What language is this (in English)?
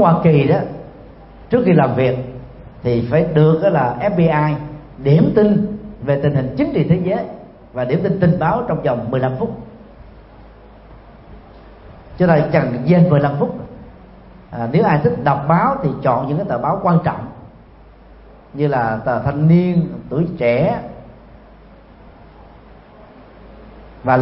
Vietnamese